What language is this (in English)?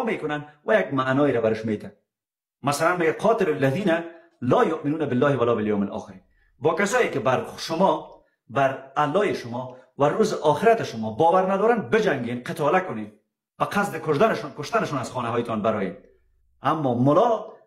Persian